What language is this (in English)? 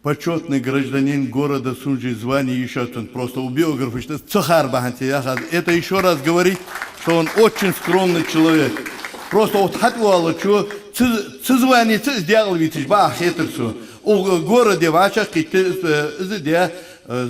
Ingush